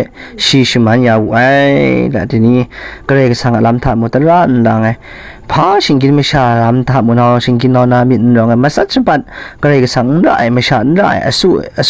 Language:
Kachin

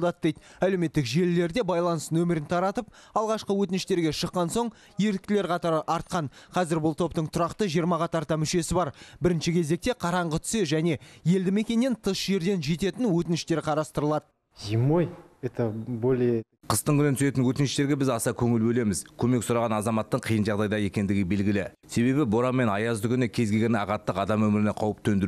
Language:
Kazakh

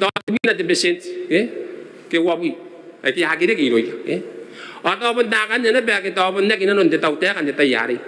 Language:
Gilbertese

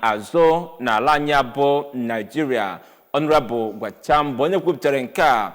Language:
Igbo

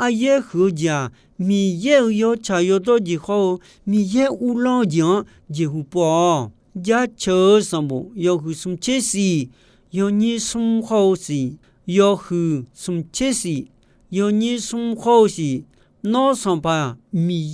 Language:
Akha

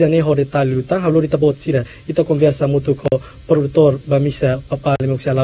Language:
Tetum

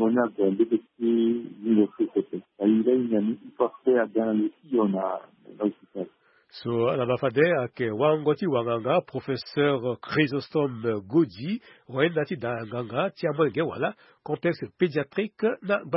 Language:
Sango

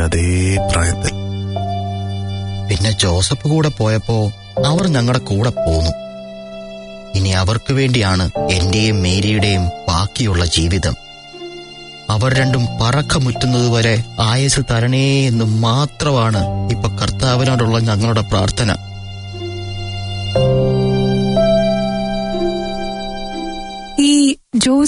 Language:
Malayalam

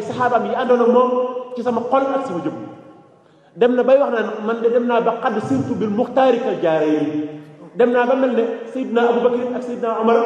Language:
Wolof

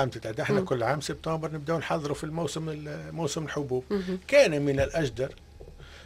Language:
Tunisian Arabic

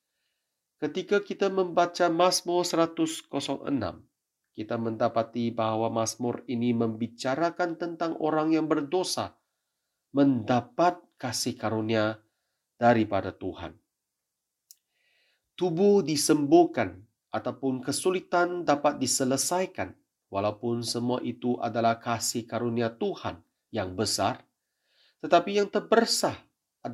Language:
Malay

